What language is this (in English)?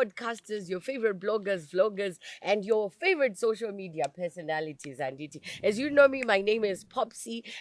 Shona